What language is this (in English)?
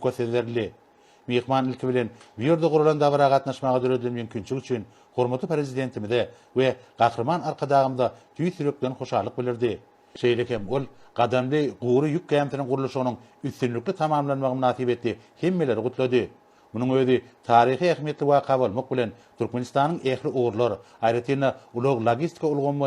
Turkmen